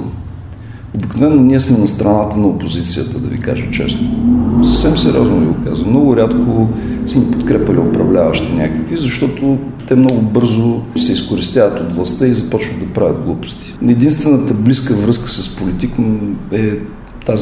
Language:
Bulgarian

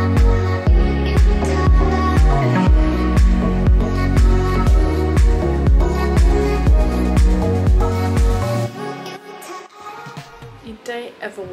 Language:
Danish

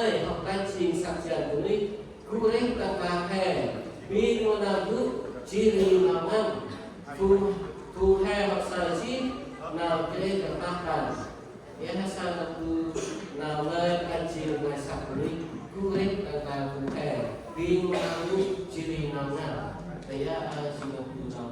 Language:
Central Mnong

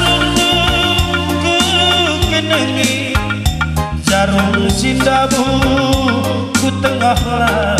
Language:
Batak Karo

